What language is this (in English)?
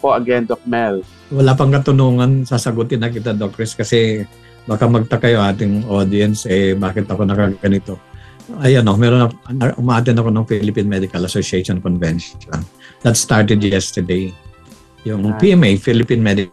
Filipino